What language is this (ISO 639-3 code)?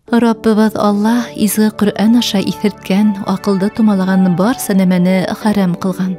bak